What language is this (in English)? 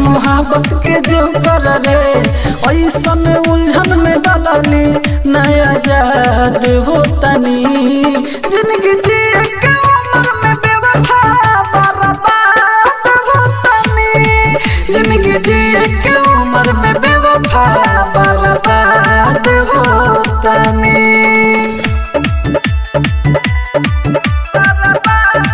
Bhojpuri